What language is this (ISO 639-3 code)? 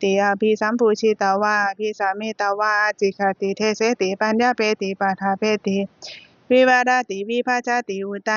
pli